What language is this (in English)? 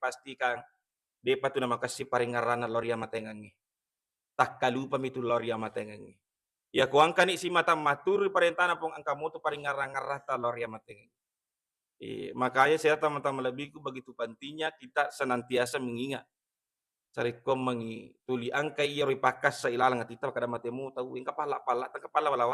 Buginese